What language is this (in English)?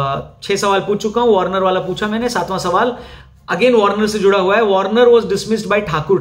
Hindi